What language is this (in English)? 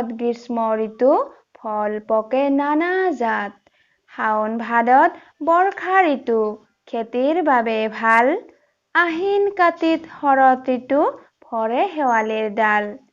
Assamese